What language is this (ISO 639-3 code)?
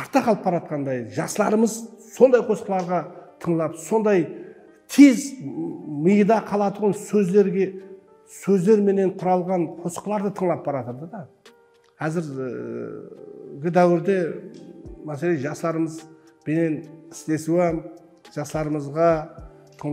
kaa